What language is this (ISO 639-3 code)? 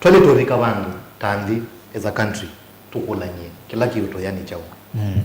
kam